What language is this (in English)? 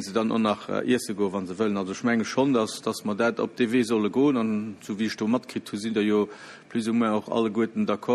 Luxembourgish